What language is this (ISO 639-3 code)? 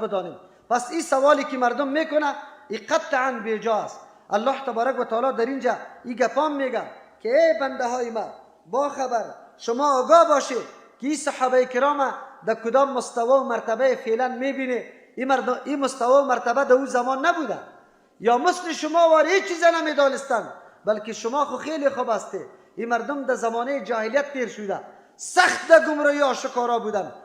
fas